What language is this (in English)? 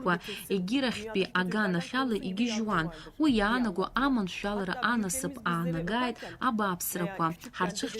Abkhazian